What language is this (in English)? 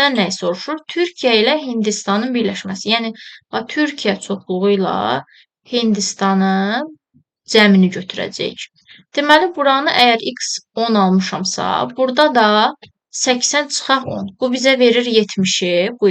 Azerbaijani